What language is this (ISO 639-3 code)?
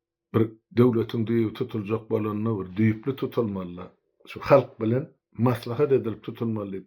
tuk